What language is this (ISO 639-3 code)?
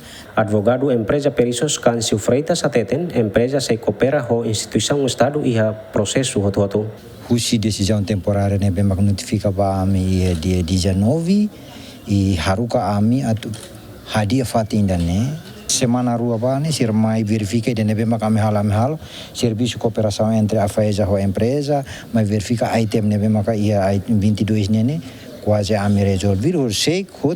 tet